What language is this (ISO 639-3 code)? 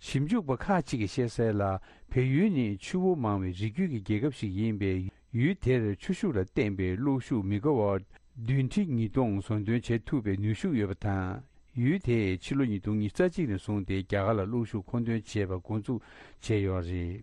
bod